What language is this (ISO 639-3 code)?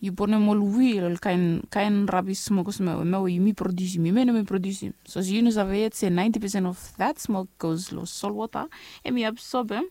bis